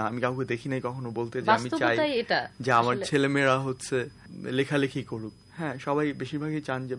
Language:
Bangla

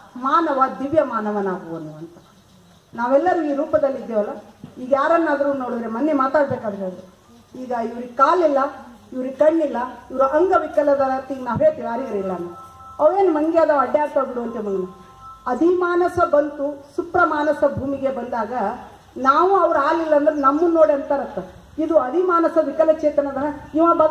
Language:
Kannada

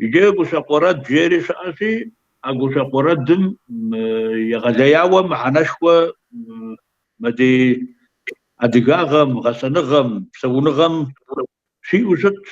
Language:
Kabardian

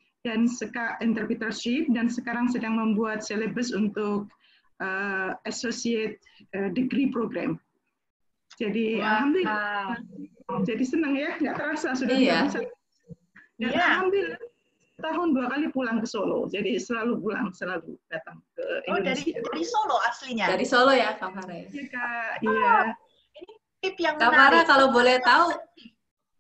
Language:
Indonesian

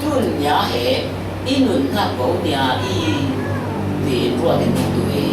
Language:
Falam Chin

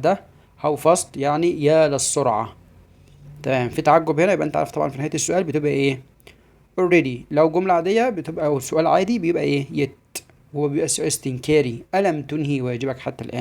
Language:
Egyptian Arabic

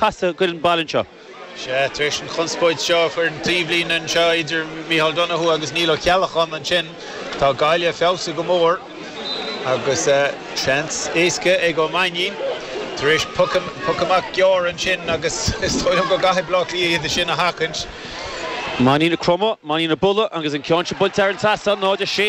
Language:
Irish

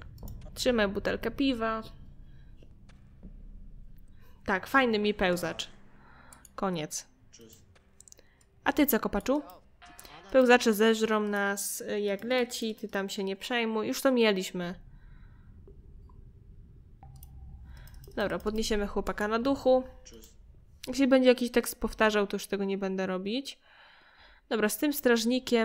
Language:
Polish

